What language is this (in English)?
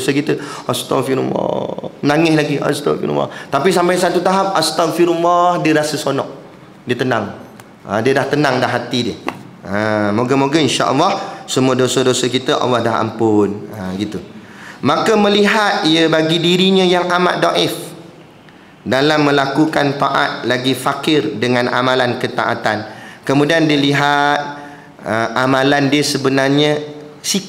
Malay